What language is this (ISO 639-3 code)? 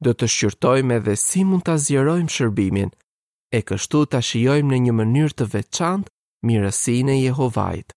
sqi